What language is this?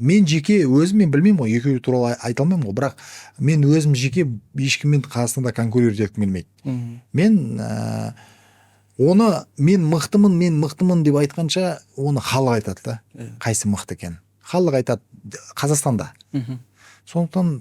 Kazakh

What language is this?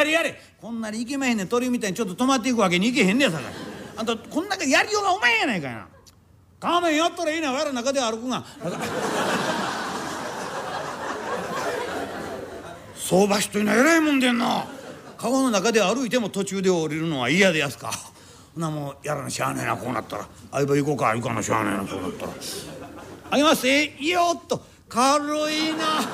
Japanese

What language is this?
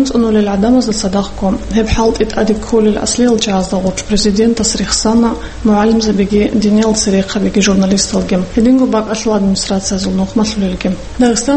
Avaric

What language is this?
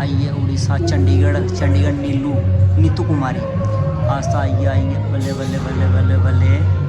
Dogri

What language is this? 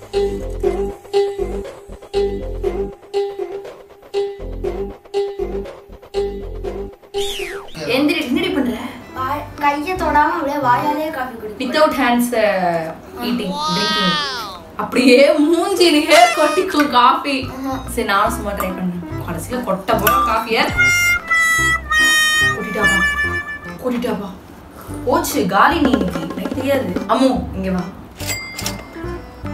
Tamil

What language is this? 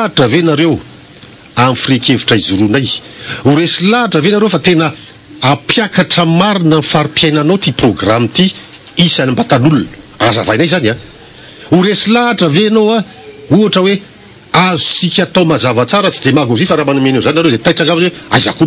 Malagasy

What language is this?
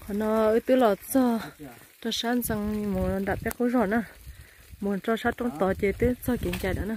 Hmong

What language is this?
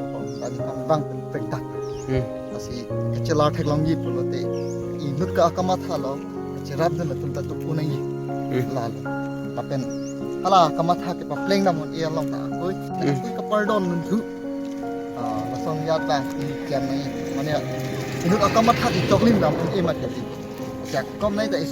Karbi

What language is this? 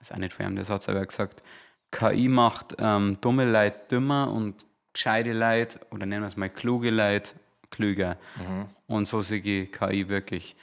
Bavarian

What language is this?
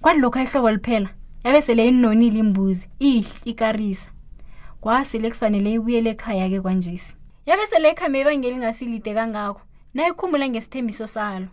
South Ndebele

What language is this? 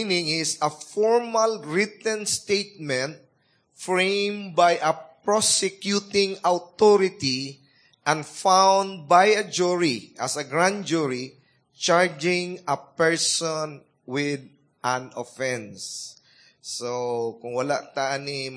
Cebuano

